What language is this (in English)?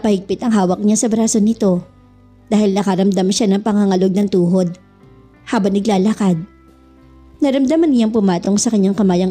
Filipino